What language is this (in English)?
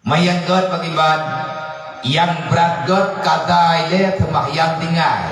Achinese